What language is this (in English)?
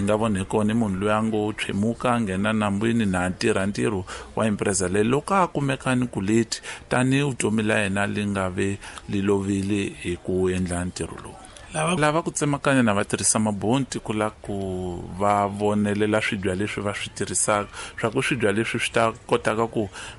Tsonga